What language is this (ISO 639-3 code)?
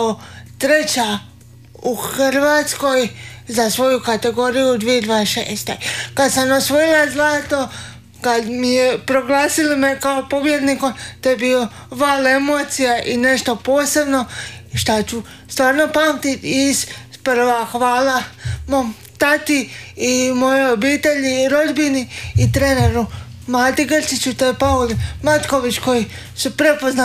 hrv